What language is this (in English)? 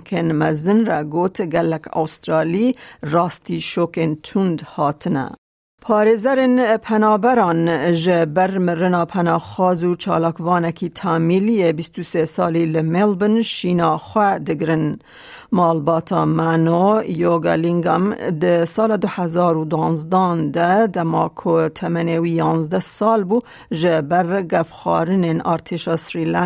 Kurdish